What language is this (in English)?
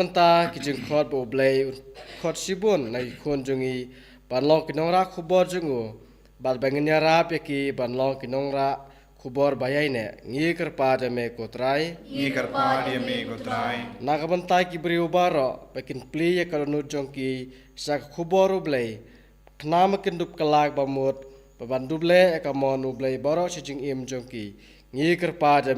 Khasi